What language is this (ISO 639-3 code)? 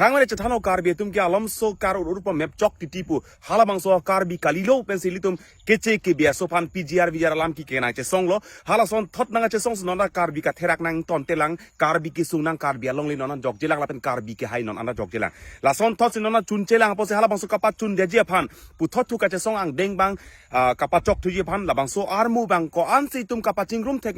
mjw